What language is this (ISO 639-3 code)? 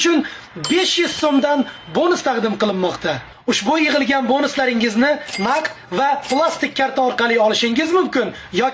uzb